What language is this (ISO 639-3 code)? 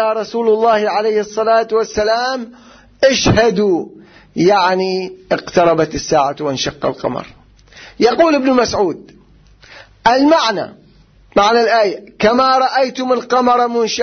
ara